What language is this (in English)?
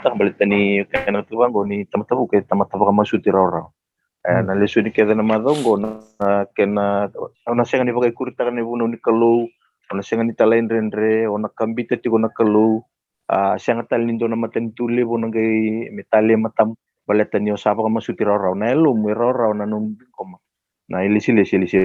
Fijian